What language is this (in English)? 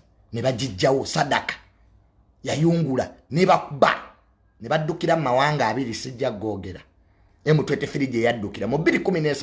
Ganda